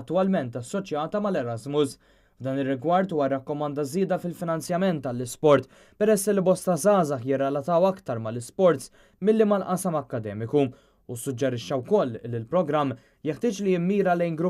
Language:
Maltese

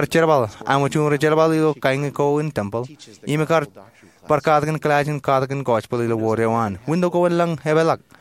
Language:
Marshallese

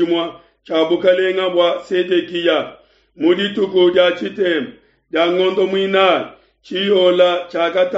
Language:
Luba-Lulua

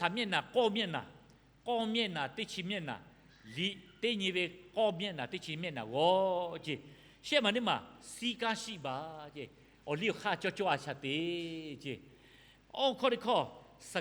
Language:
Lahu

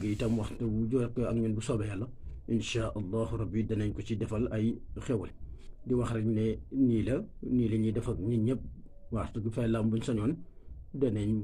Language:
Wolof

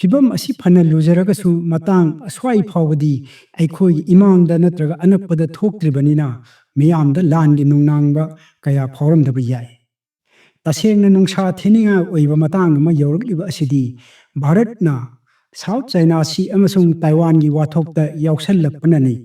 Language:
Manipuri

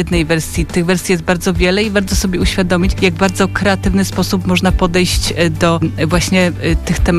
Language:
Polish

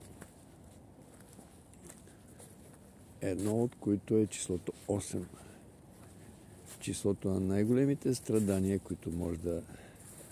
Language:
Bulgarian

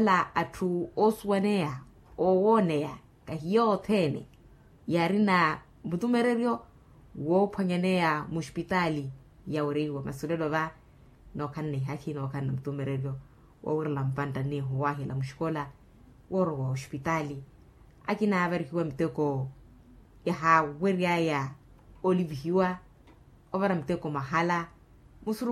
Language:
Makhuwa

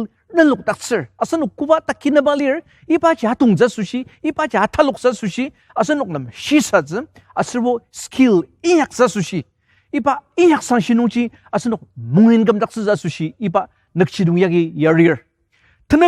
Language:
Ao Naga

